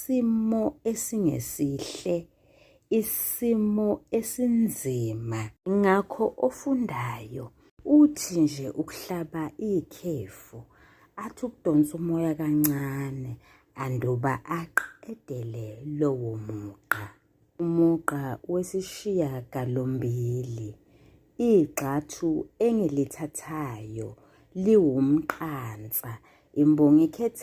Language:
Zulu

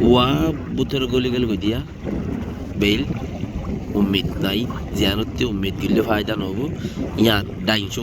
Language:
Rohingya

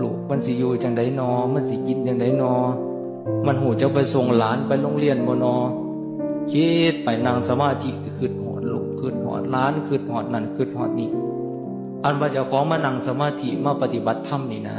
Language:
Northeastern Thai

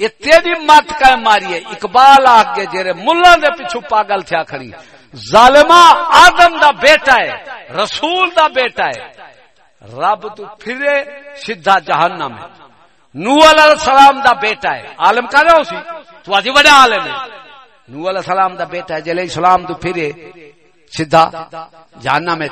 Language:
Saraiki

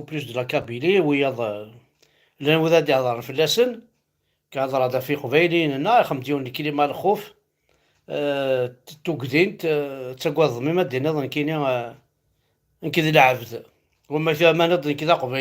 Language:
Kabyle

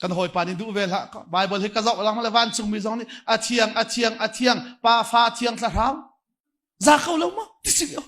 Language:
Hakha Chin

